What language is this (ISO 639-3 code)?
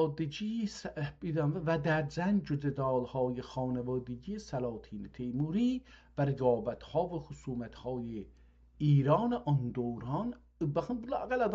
azb